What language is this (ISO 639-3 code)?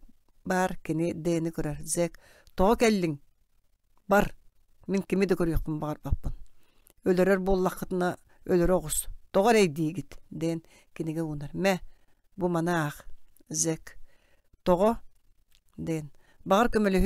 sah